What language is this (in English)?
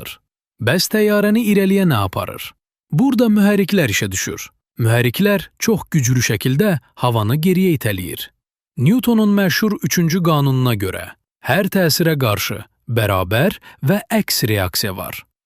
Azerbaijani